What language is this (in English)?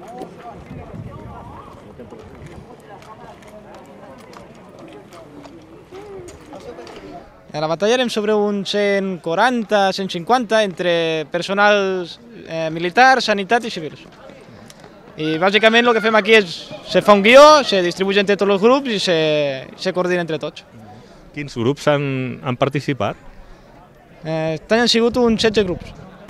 Catalan